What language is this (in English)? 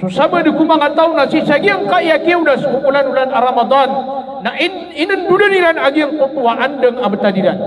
Maranao